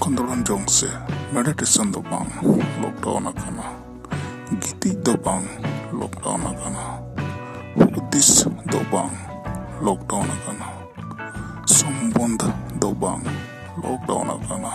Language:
Santali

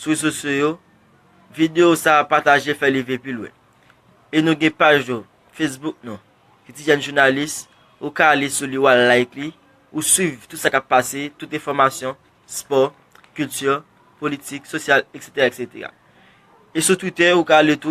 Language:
Haitian Creole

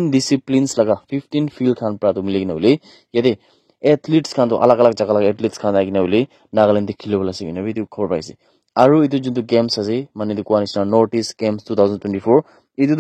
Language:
Naga Pidgin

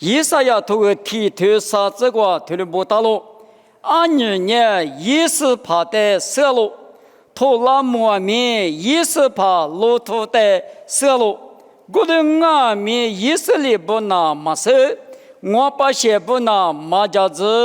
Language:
Lisu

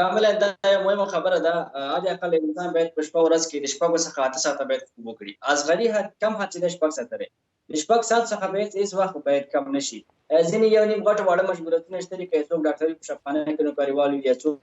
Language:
Pashto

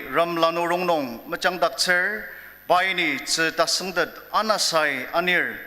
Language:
Ao Naga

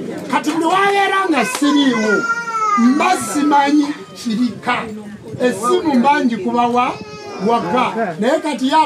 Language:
Ganda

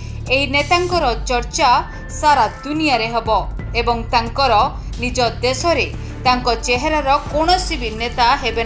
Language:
Odia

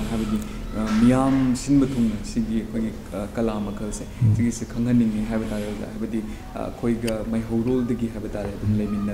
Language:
Manipuri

